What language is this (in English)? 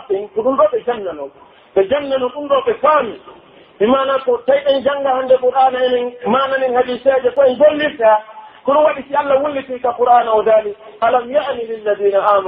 Pular